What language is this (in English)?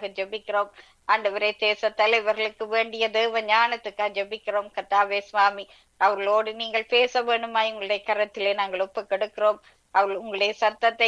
Tamil